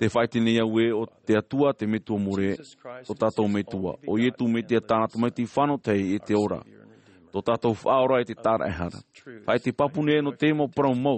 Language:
Tahitian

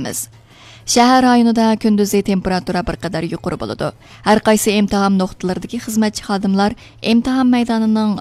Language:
Uyghur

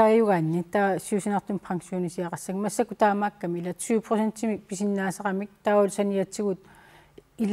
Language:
Kalaallisut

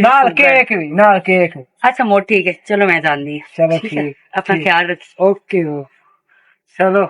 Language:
Western Panjabi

